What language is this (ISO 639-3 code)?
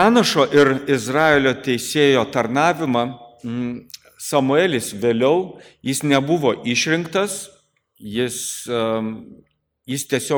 lit